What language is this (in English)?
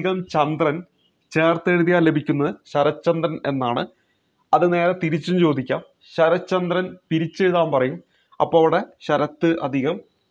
Malayalam